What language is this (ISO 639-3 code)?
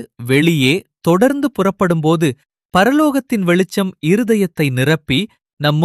tam